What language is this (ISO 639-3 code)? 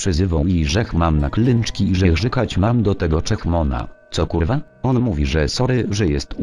pol